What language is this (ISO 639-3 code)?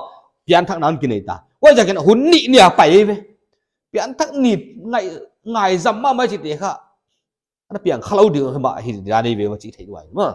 pck